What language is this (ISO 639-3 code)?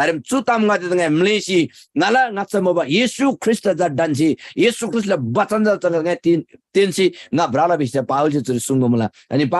taj